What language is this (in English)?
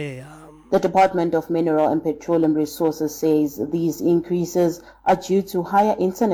Southern Sotho